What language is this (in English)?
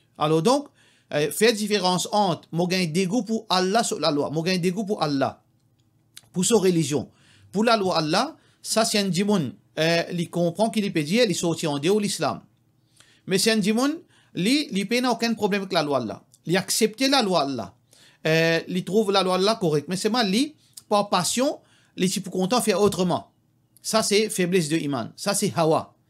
Morisyen